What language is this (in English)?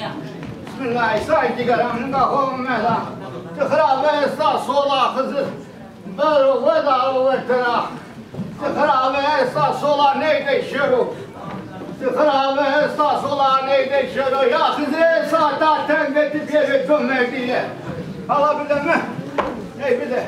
Zaza